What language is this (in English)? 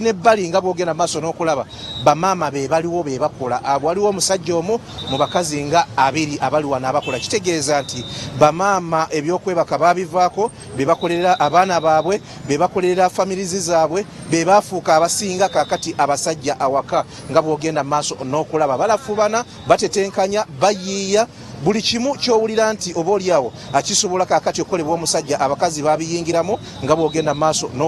Ganda